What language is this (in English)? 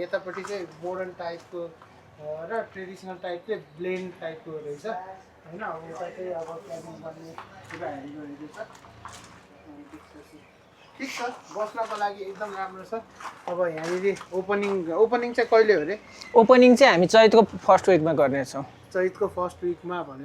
Nepali